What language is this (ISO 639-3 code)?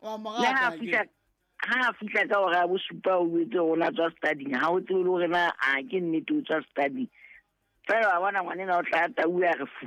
sot